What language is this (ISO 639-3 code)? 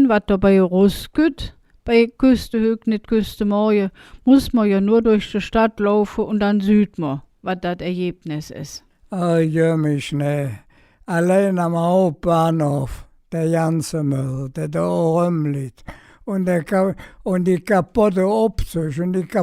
ksh